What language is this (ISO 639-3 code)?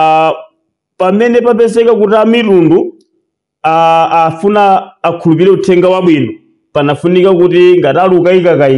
nya